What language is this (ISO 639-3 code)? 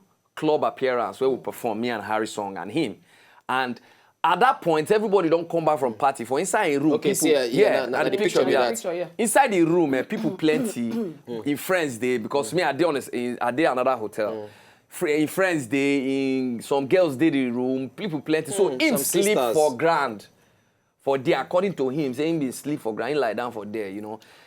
pcm